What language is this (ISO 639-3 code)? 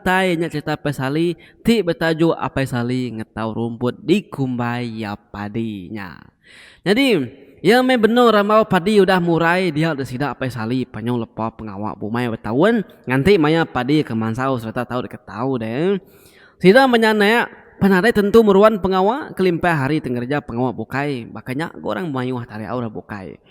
iba